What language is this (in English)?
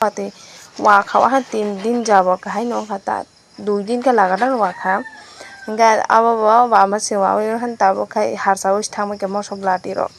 Kok Borok